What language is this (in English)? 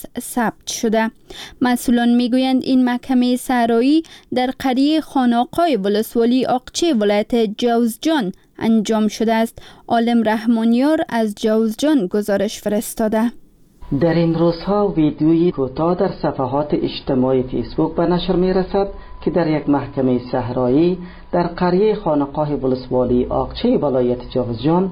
Persian